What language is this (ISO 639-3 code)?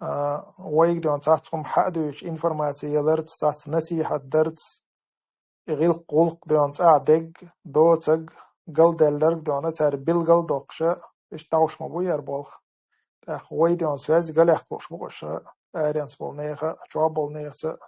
che